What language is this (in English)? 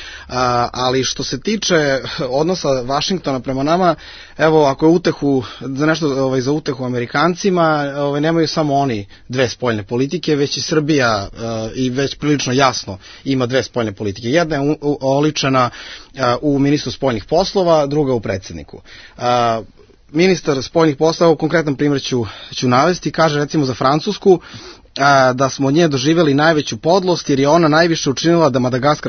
Serbian